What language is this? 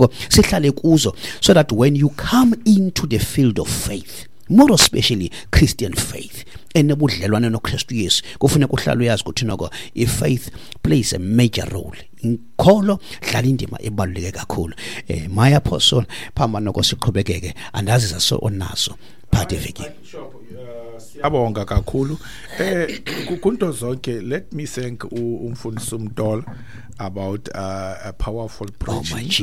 Xhosa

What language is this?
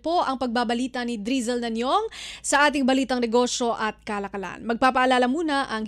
Filipino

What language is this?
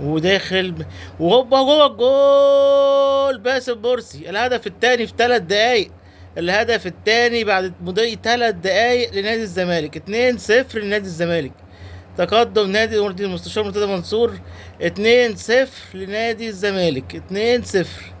Egyptian Arabic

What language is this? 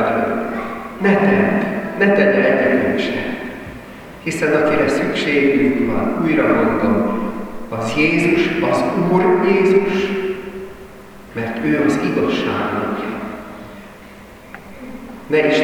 Hungarian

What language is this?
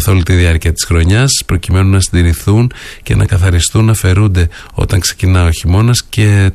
Greek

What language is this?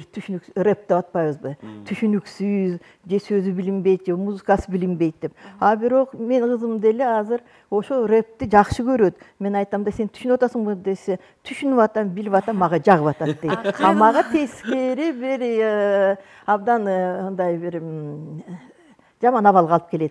Kyrgyz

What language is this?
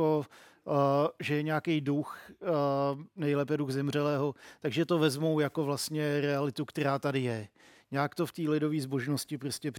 Czech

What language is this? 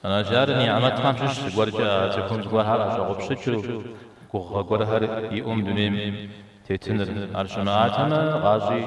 Kabardian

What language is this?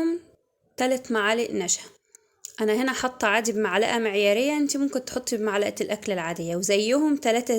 Egyptian Arabic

